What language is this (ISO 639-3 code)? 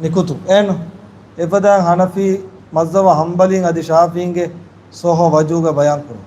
div